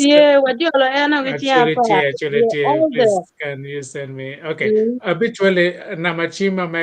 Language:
Acoli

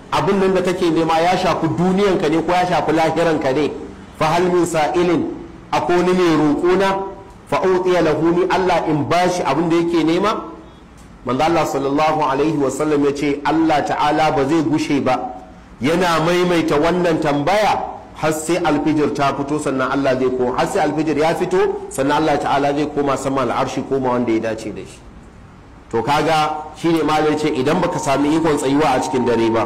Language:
Hausa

